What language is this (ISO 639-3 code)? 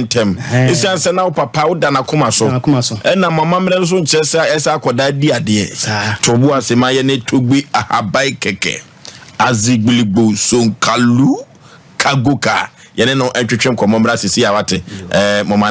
aka